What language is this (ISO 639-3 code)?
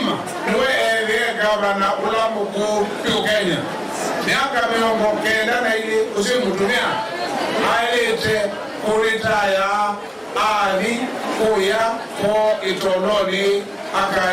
kam